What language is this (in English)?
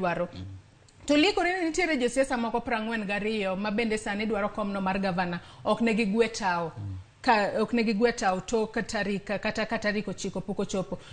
Luo (Kenya and Tanzania)